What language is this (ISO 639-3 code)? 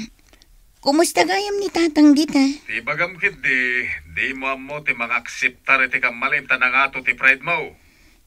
ilo